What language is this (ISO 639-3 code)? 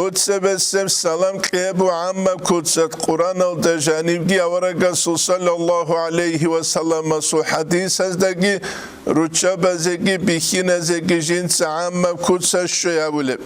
ava